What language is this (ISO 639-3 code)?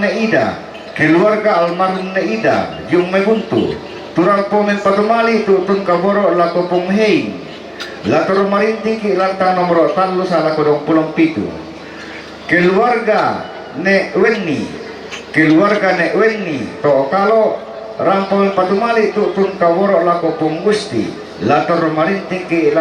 sda